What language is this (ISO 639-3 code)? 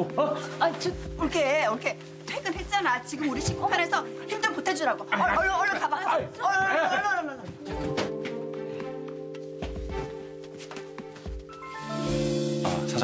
kor